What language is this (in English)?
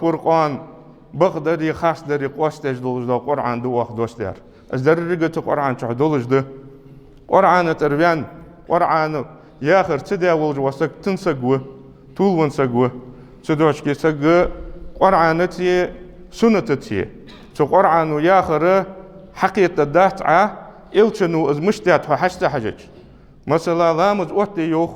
Ingush